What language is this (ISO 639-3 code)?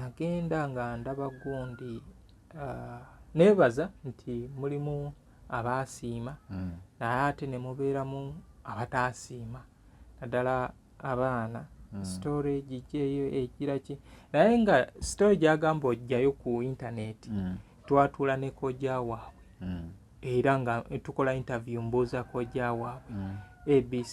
lug